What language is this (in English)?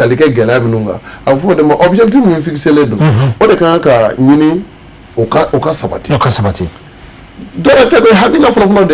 Bambara